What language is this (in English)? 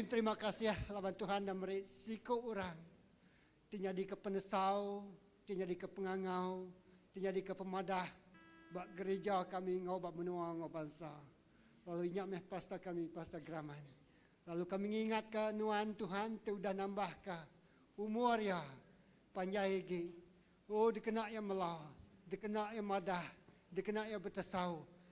Iban